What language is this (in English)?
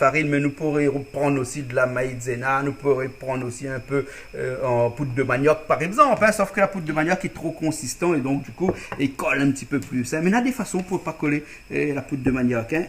Réunion Creole French